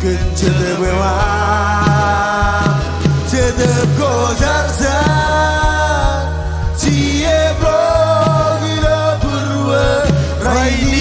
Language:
Marshallese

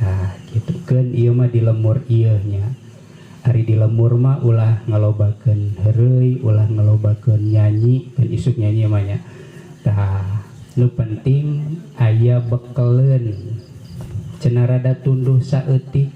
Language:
Sundanese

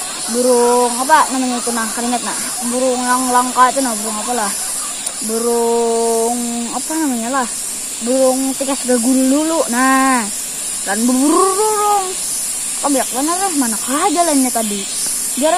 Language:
Banjar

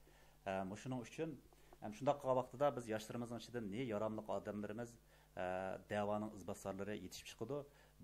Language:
Uyghur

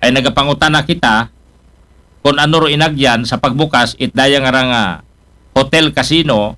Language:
Aklanon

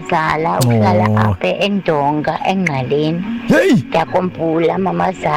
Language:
Xhosa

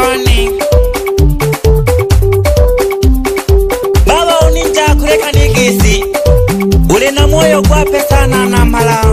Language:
Swahili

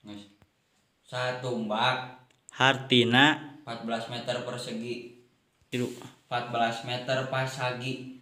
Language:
Sundanese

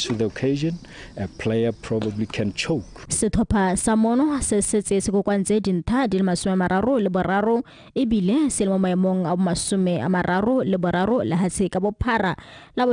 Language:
Tswana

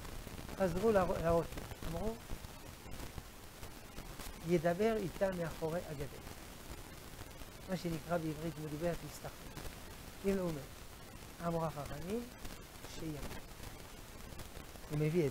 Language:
Hebrew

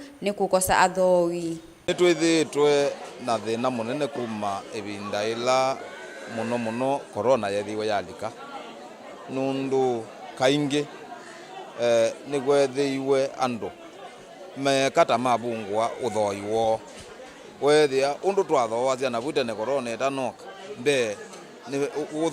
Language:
Kamba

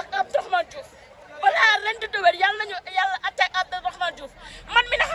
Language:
Wolof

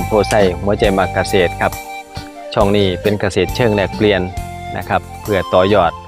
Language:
Northeastern Thai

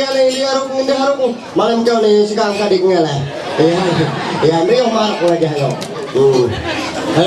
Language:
Ma'anyan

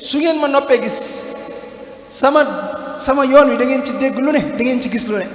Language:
Wolof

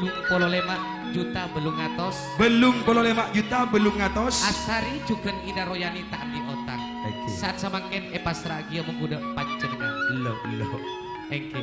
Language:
Madurese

